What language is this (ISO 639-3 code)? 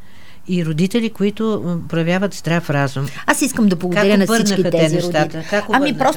bul